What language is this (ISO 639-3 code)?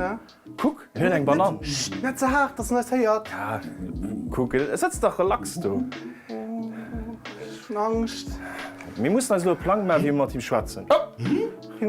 ltz